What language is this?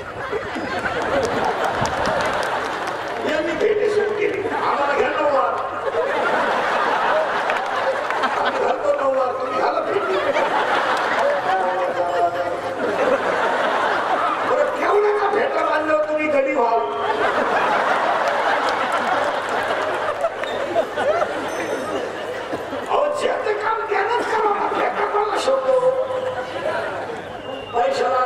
Marathi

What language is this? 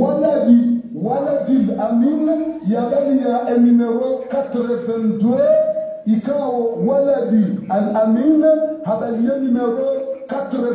Swahili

